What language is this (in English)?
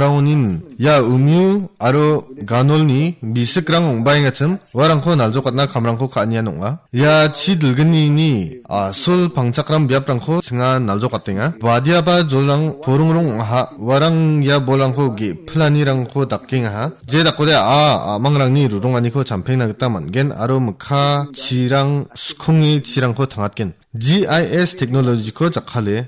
Garo